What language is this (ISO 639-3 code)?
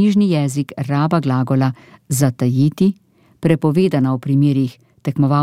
slv